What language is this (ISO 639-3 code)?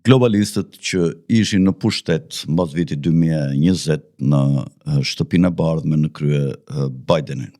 sqi